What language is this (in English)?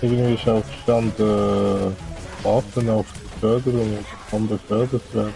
Swiss German